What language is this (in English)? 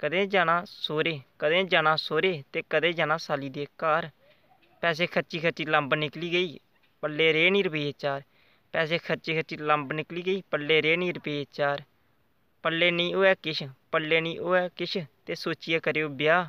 Dogri